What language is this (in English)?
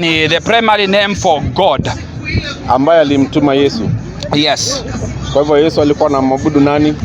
Swahili